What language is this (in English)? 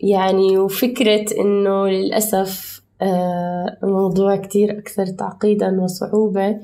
North Levantine Arabic